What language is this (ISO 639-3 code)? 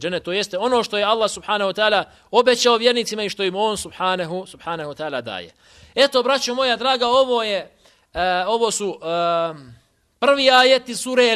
bos